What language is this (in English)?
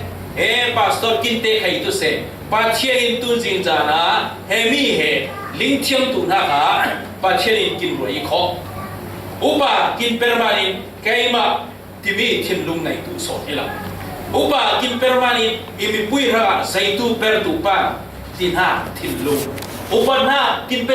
Falam Chin